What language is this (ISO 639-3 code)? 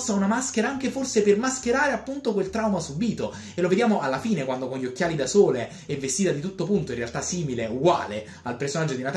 ita